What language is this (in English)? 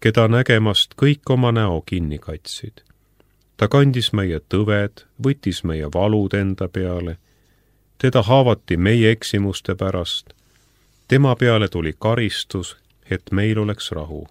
Estonian